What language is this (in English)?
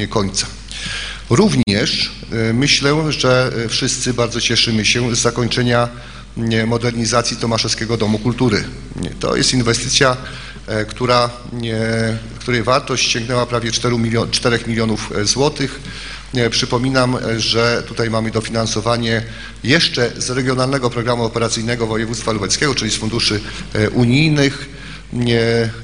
Polish